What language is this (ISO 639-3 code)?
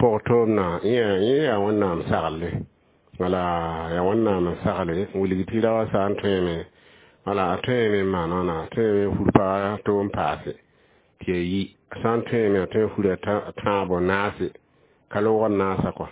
mos